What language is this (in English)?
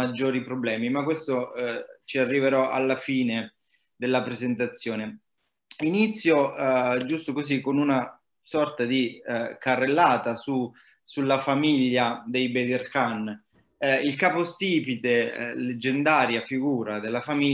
Italian